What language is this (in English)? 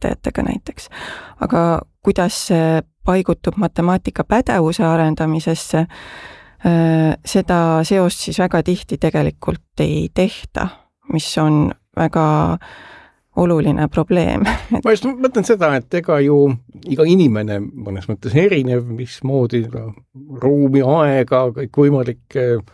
Estonian